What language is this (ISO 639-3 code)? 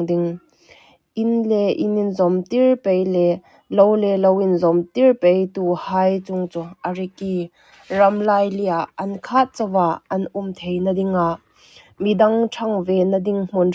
hmr